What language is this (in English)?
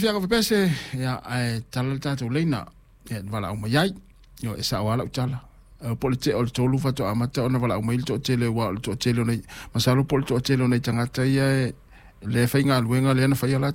Samoan